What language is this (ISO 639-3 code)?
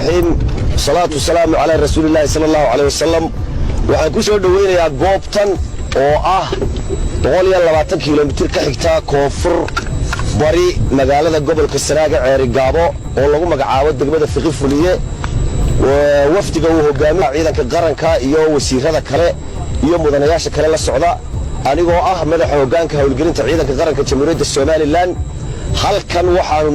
som